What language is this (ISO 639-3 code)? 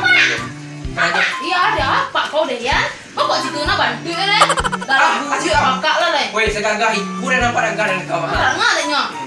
min